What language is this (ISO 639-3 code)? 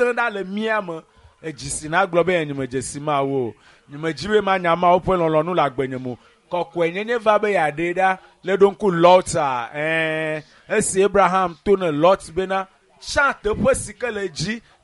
ewe